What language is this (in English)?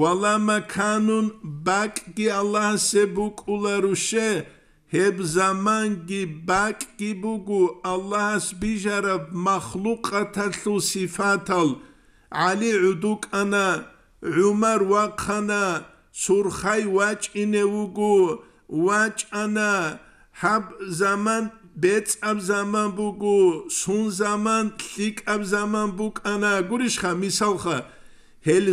Avaric